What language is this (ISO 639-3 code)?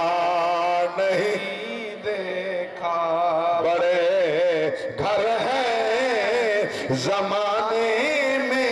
skr